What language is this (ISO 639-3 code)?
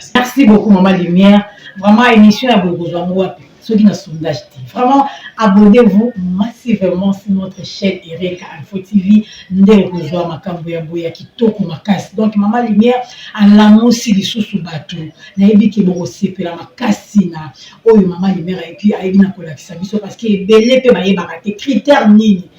lin